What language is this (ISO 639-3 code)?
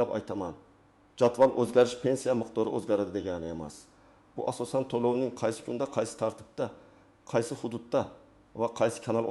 uzb